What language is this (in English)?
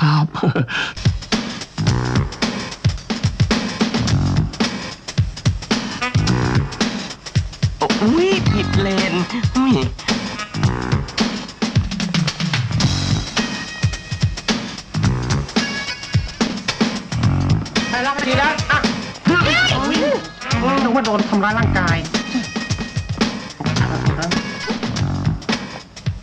Thai